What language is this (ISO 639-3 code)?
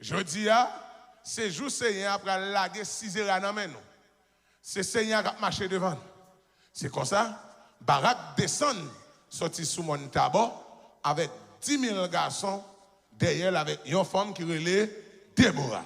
hat